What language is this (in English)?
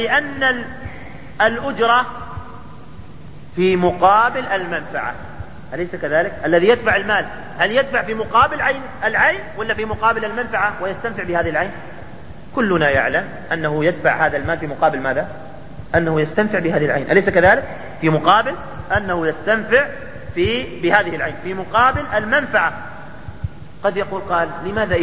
Arabic